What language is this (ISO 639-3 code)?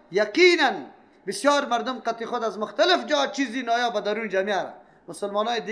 fas